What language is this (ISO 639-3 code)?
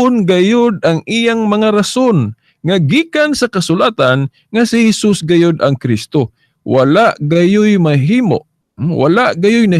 ceb